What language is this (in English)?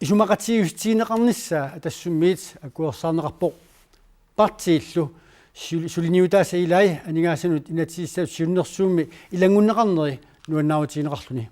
Kalaallisut